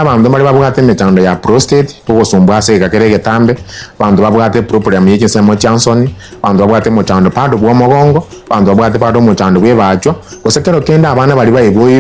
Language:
Gusii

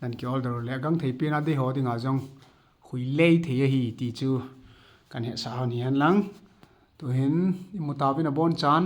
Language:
Thado Chin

